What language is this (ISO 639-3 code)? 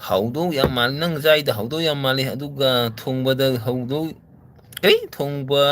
mni